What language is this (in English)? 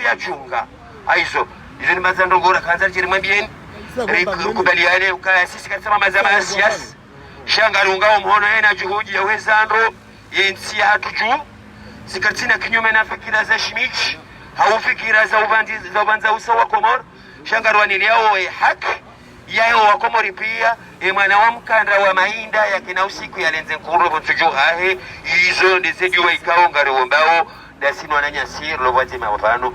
Ngazidja Comorian